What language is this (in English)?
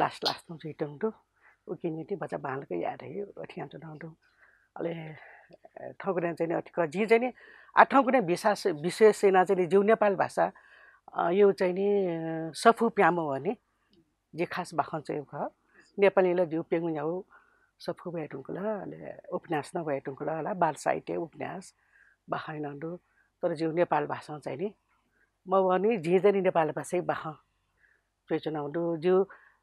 Newari